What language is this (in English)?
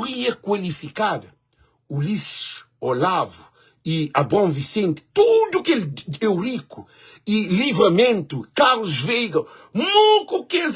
Kabuverdianu